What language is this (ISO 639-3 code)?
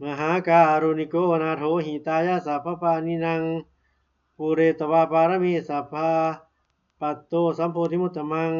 pli